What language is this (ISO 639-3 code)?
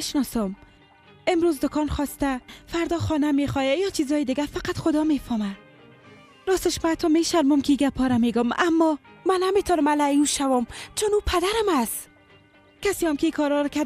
fas